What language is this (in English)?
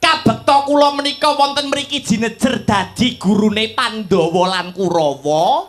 Javanese